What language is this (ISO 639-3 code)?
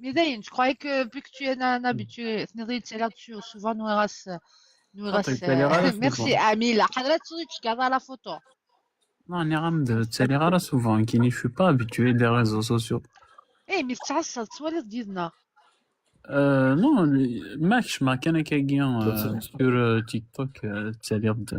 kab